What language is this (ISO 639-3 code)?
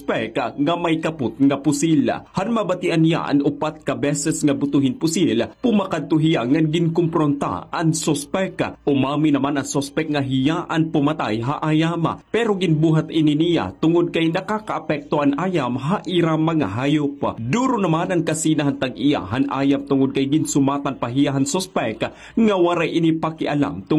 war